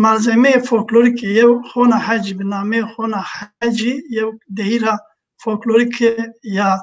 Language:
Zaza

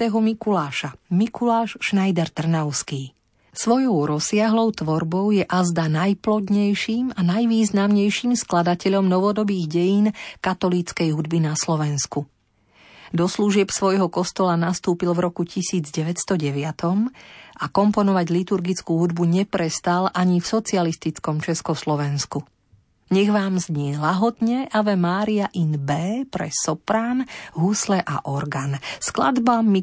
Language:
Slovak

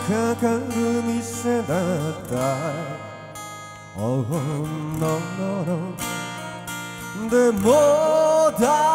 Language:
Japanese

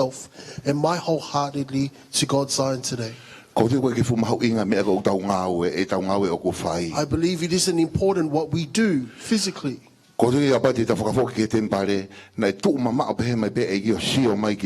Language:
Tongan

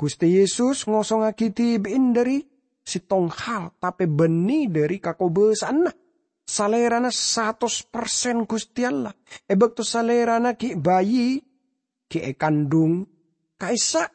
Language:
Madurese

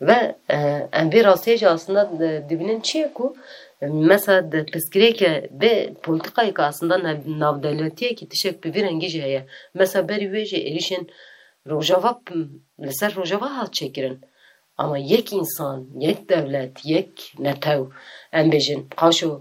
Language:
Kurdish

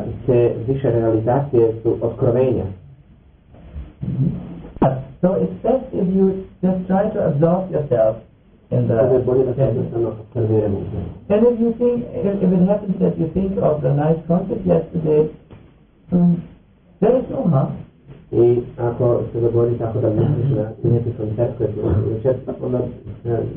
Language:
Croatian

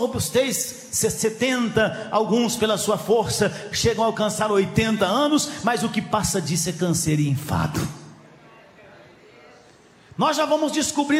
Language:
Portuguese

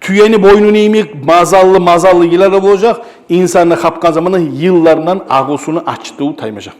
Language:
Kumyk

